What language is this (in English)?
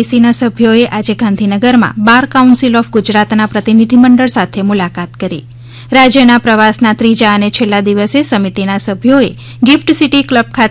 Gujarati